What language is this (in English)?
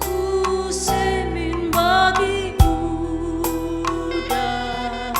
Batak Karo